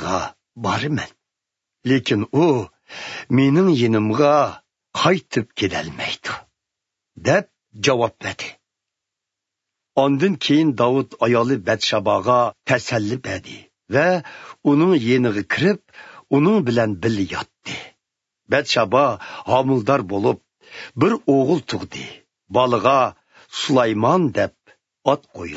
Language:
Uyghur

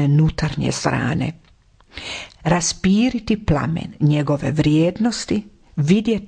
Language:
Croatian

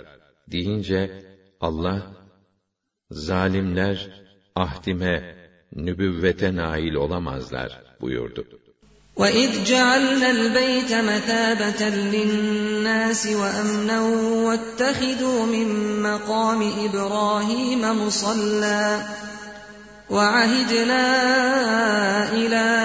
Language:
Turkish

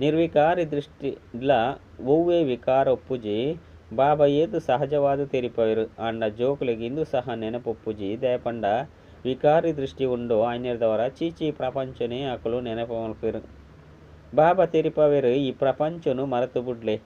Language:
Tulu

